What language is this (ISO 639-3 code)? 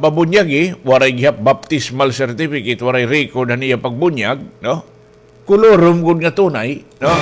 war